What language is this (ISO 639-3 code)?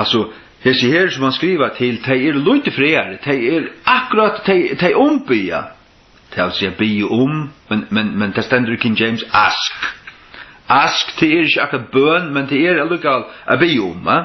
fao